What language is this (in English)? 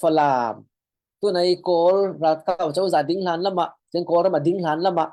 Falam Chin